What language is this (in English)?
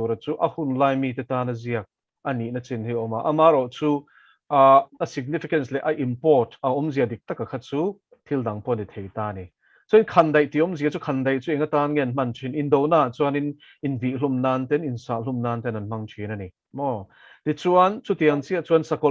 Mizo